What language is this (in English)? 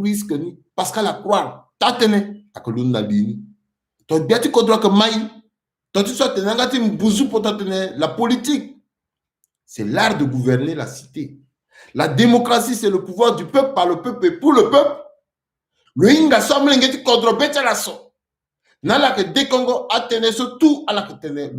Sango